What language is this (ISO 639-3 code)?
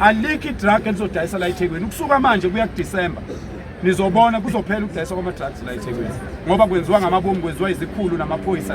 zul